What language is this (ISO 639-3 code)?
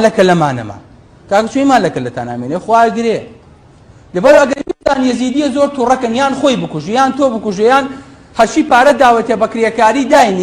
ckb